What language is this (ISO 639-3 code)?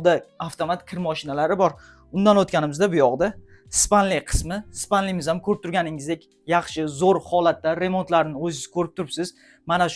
uzb